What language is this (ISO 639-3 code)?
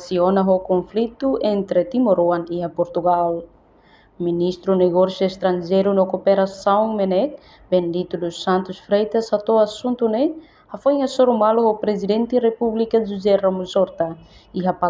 tet